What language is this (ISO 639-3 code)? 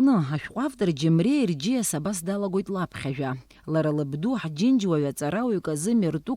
abk